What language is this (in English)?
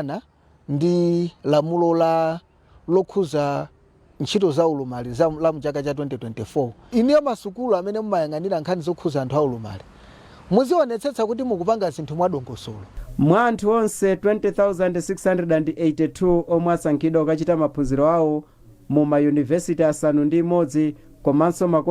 Nyanja